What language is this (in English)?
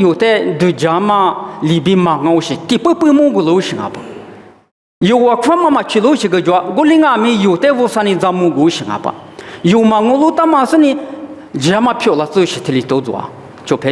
Lisu